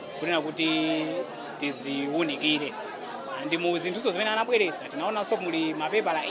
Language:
Nyanja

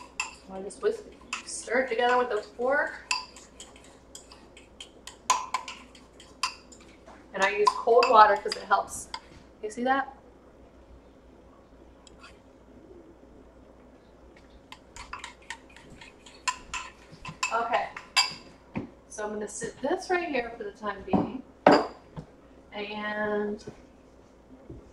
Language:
English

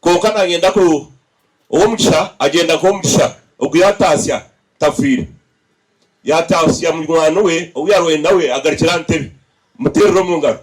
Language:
Nyankole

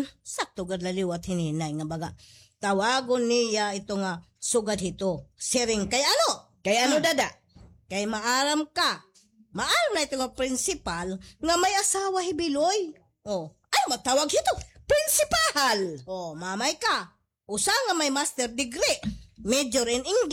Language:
Waray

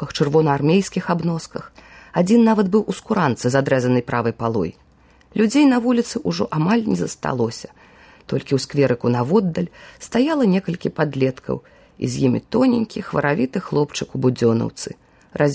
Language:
Belarusian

